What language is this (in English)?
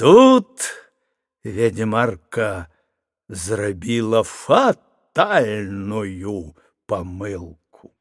Belarusian